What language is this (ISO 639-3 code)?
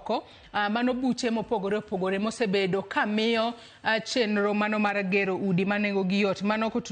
luo